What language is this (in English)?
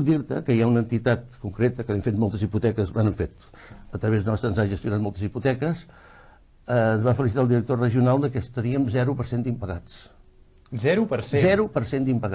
Catalan